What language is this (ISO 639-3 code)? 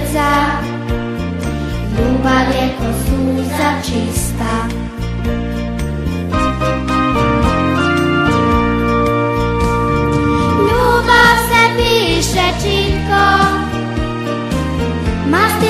srp